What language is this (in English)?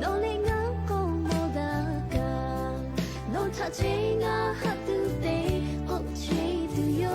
Lahu